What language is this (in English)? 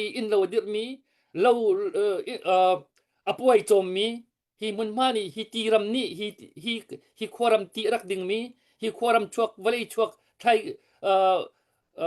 Hakha Chin